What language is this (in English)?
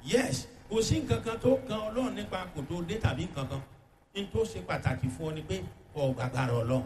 Yoruba